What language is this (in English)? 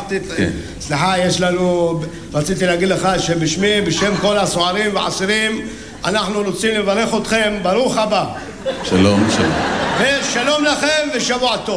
Hebrew